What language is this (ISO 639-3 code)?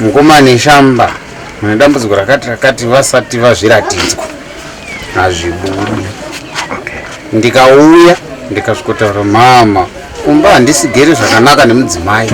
sna